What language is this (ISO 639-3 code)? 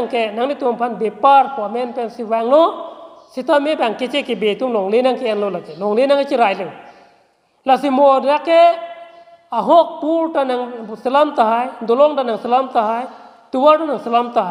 mjw